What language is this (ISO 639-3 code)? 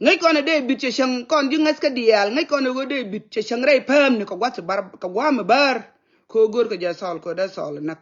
nus